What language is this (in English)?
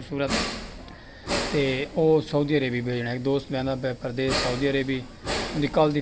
Saraiki